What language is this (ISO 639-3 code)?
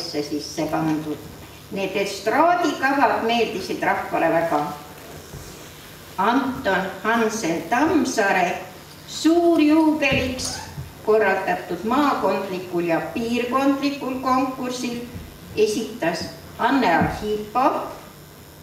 est